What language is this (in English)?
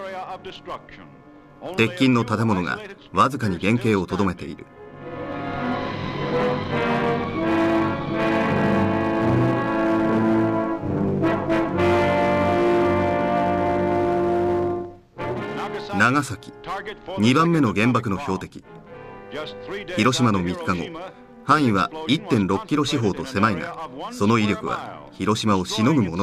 Japanese